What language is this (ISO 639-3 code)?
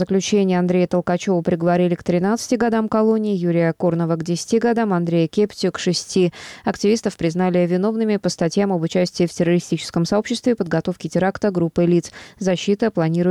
rus